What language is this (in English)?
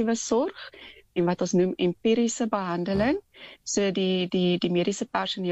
Afrikaans